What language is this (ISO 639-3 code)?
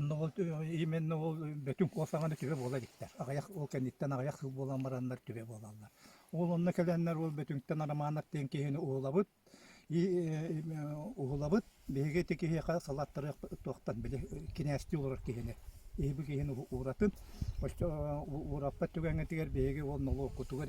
sah